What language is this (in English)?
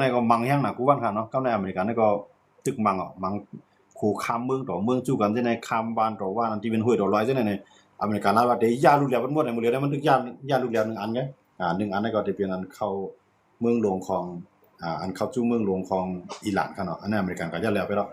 Shan